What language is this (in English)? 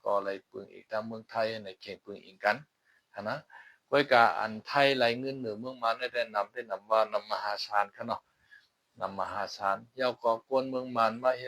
Shan